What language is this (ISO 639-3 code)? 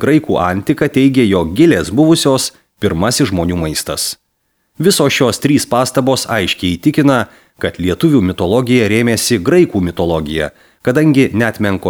lit